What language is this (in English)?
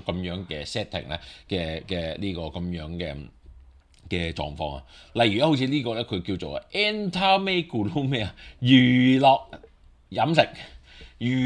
Cantonese